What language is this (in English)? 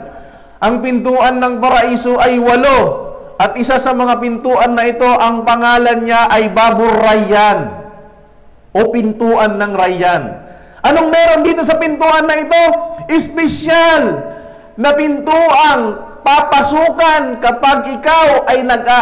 Filipino